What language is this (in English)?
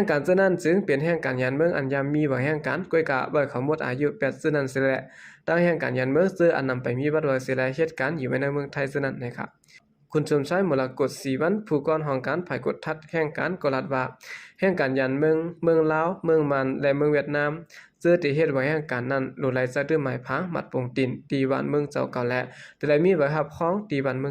Shan